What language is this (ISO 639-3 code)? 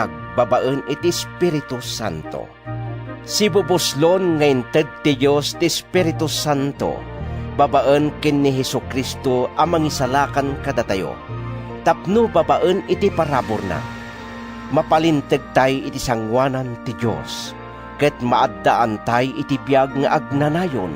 ilo